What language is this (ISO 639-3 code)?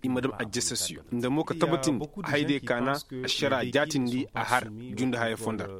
ses